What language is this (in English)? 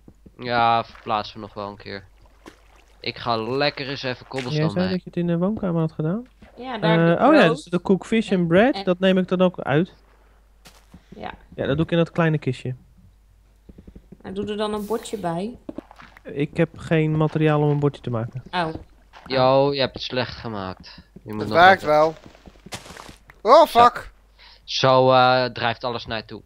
Dutch